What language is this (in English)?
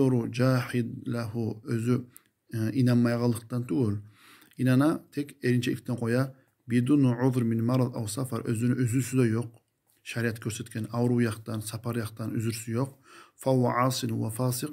Kumyk